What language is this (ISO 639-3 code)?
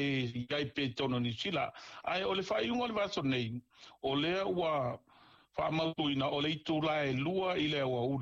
smo